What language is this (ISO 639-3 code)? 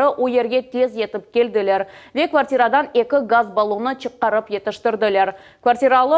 crh